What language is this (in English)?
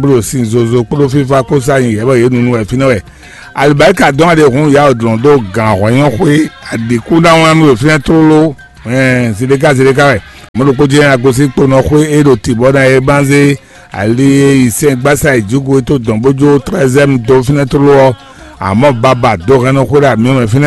Fon